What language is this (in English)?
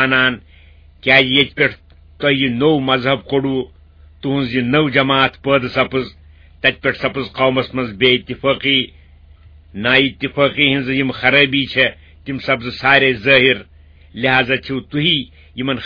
Kashmiri